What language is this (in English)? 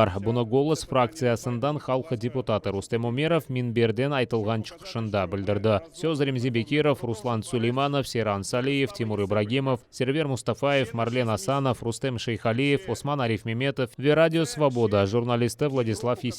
Crimean Tatar